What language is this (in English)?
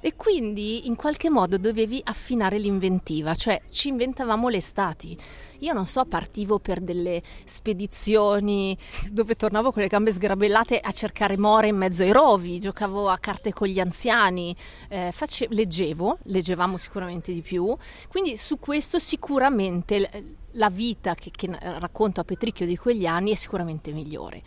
Italian